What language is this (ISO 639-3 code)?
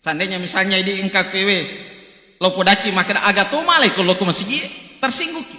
bug